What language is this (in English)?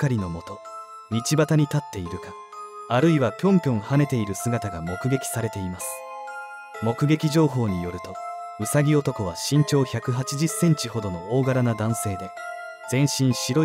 Japanese